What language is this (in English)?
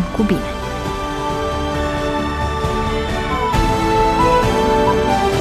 Romanian